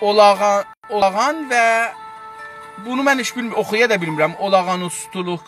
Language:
South Azerbaijani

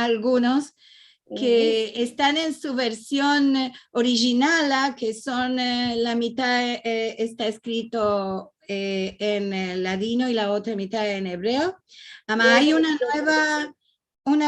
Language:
Ladino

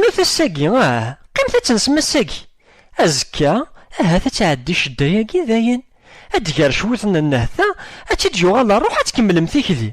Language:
Kabyle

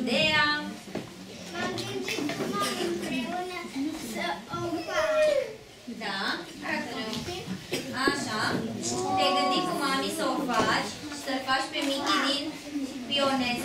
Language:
Romanian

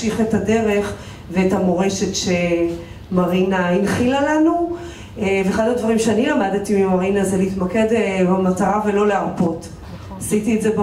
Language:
Hebrew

